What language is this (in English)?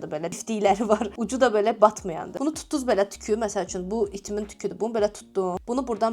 Azerbaijani